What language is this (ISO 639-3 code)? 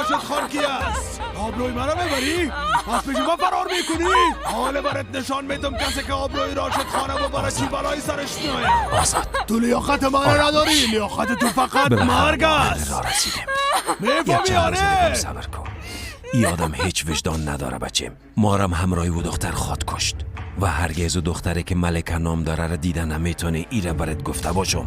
fas